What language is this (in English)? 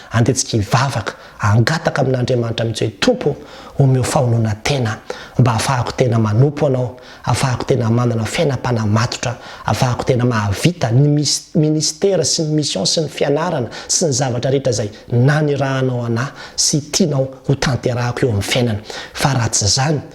Malagasy